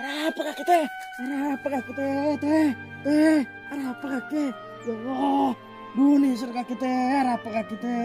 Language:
Madurese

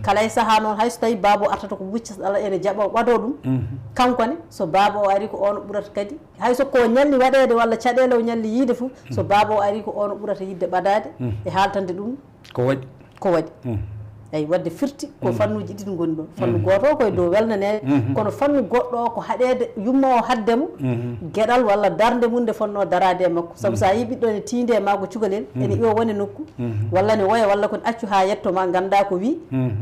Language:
Fula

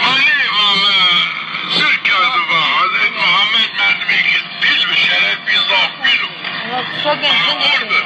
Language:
Zaza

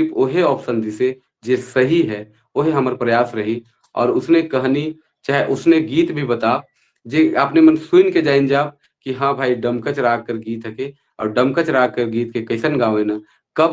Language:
Sadri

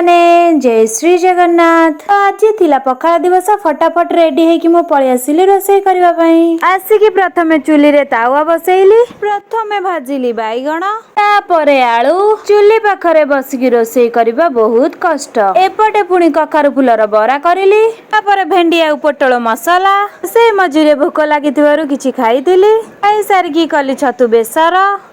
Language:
Odia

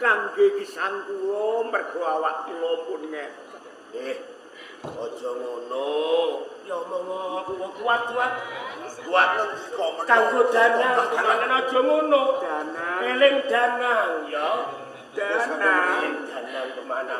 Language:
Javanese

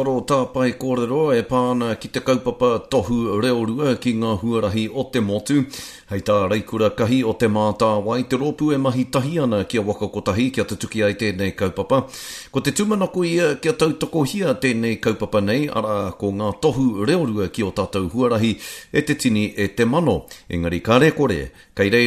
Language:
Māori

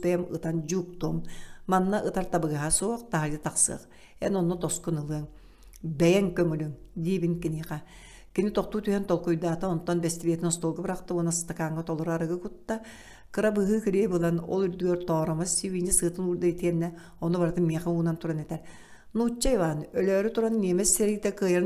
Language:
Yakut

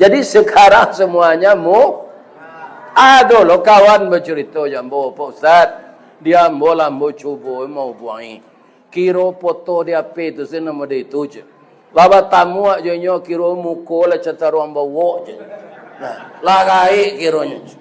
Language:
Minangkabau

